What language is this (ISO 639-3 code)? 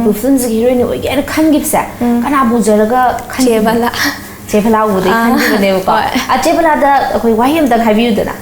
mni